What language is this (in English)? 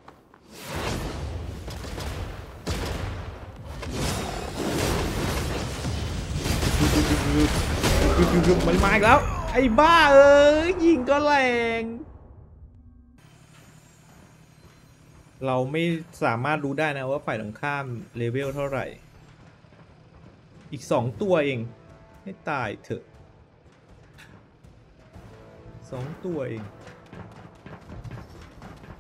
Thai